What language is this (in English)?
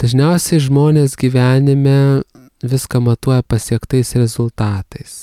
Lithuanian